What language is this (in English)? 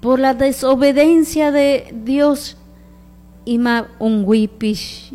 Chimborazo Highland Quichua